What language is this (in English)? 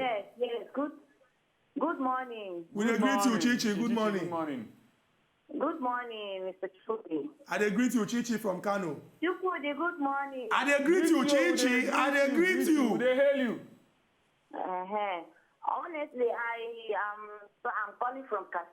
Nigerian Pidgin